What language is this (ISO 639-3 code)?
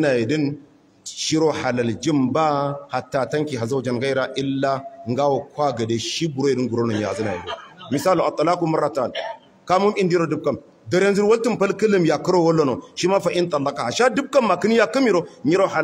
hau